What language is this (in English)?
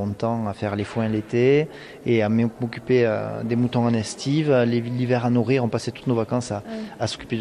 French